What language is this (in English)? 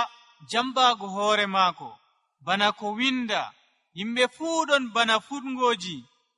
Nigerian Fulfulde